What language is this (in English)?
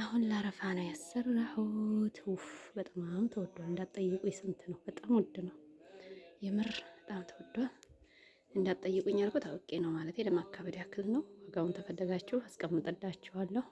Amharic